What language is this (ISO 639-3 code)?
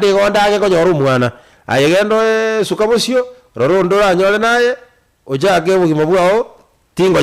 guz